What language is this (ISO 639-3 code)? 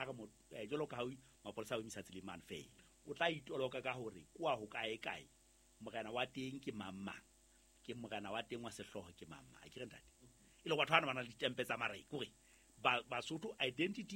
sot